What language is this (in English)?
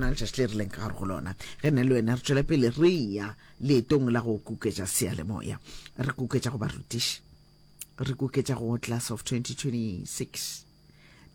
Northern Sotho